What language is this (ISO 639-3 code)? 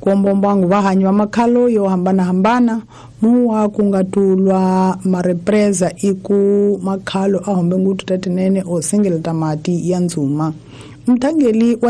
tso